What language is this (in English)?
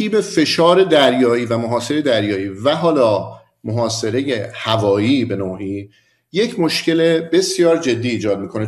Persian